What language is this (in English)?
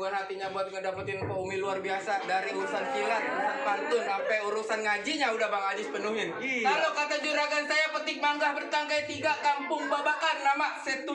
Betawi